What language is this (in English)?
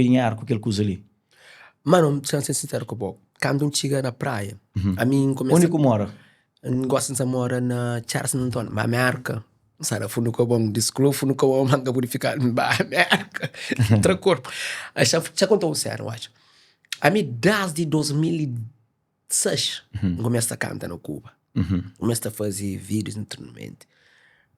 Kabuverdianu